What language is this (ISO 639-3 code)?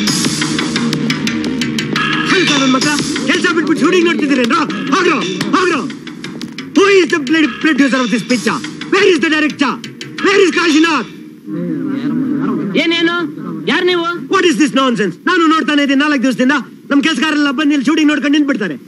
kan